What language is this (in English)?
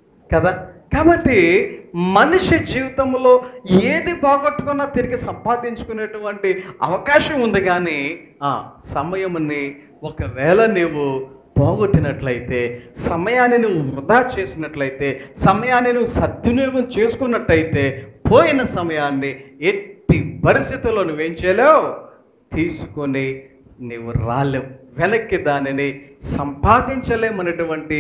Telugu